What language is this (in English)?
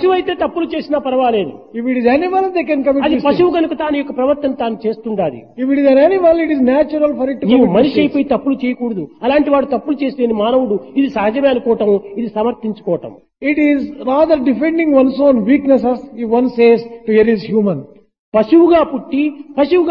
Telugu